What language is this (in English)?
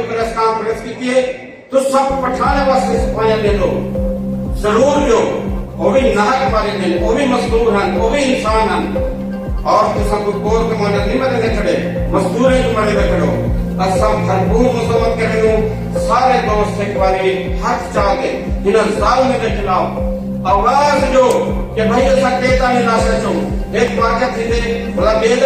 Saraiki